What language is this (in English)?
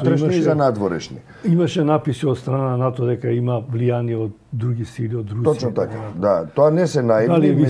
Macedonian